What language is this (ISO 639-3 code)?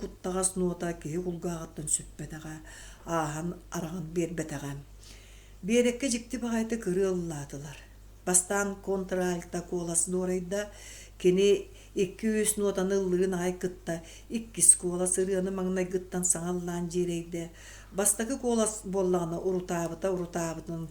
sah